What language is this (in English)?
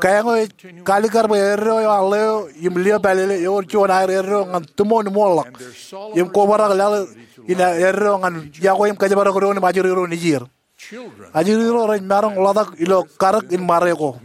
Marshallese